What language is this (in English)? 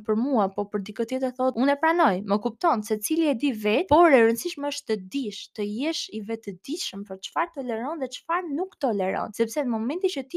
Albanian